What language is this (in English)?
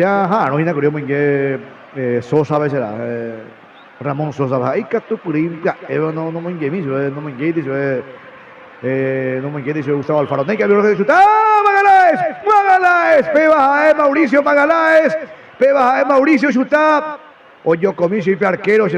Guarani